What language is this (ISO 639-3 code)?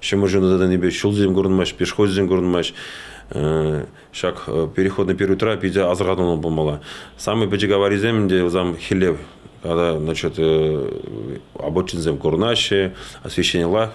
chv